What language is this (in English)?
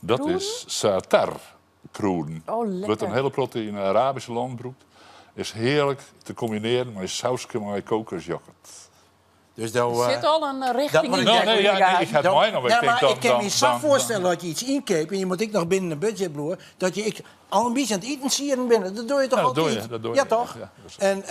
Western Frisian